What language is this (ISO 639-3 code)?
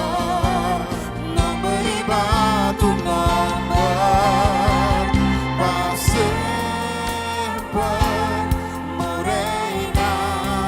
pap